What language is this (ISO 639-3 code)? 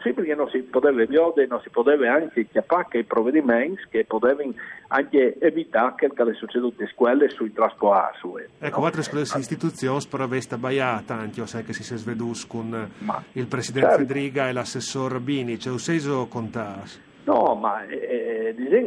fur